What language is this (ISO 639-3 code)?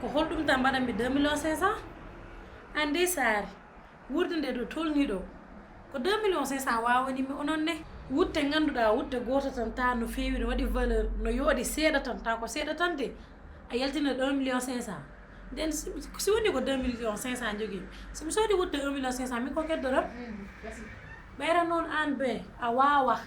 ful